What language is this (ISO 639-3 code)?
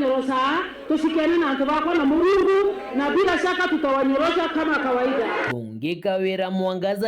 mer